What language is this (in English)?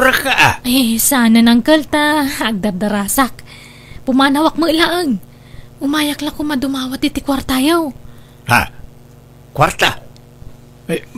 Iloko